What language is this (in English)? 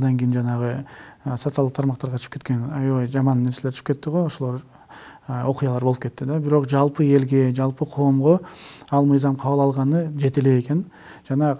Kyrgyz